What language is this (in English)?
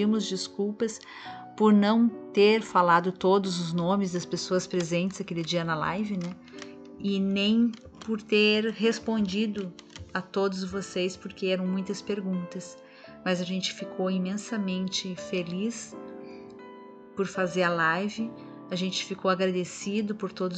Portuguese